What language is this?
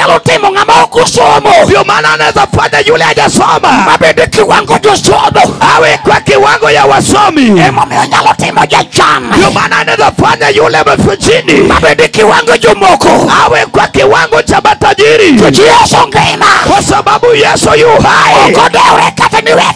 Luo (Kenya and Tanzania)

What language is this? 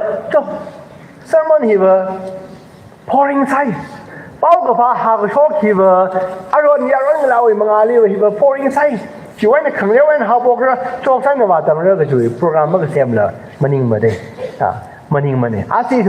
Tangkhul Naga (India)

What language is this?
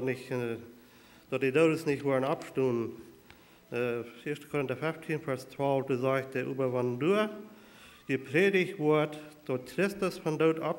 Plautdietsch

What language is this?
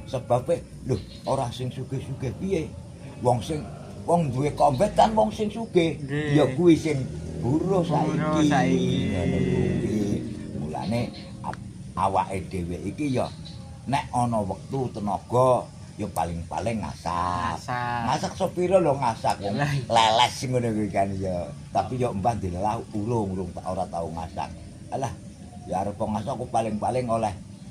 Javanese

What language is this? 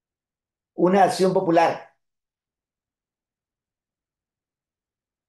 Spanish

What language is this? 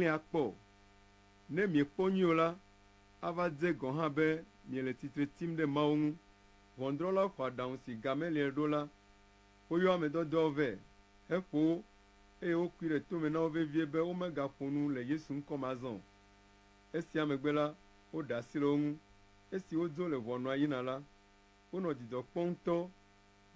Ewe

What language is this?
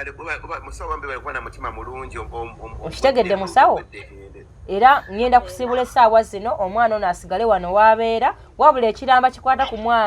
Ganda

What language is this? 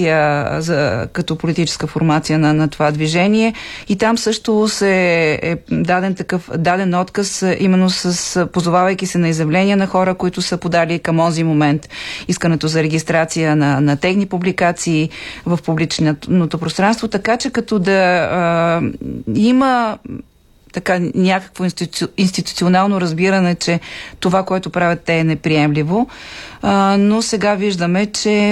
Bulgarian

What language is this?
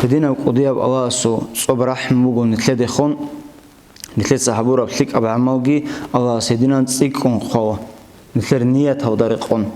Avaric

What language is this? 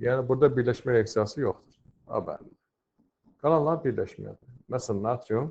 Azerbaijani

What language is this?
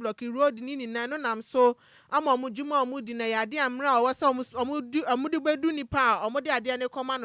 Akan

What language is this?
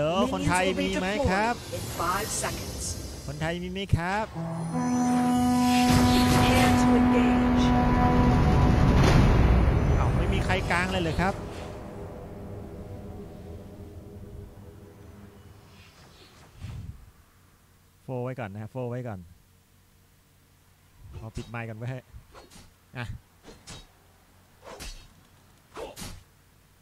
Thai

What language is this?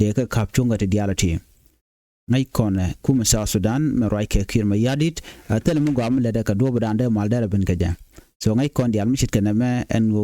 Nuer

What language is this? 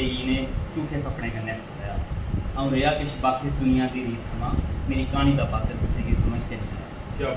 Dogri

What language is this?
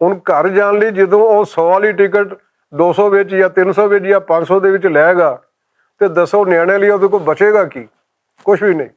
Western Panjabi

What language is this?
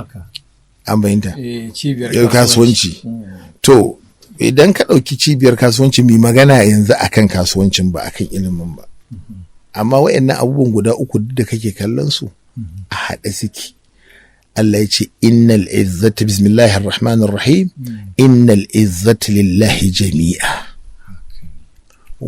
Hausa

